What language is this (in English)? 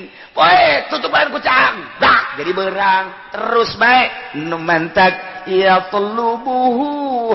Sundanese